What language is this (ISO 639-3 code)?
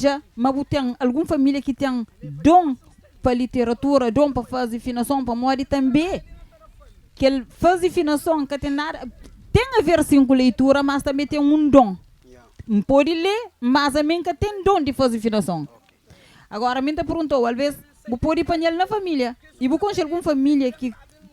kea